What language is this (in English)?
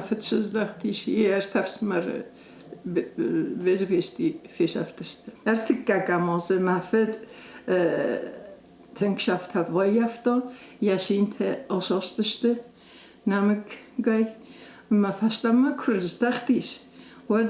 Ossetic